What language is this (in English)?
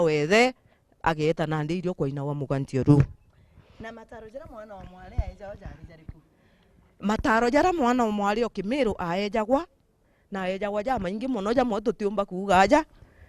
Meru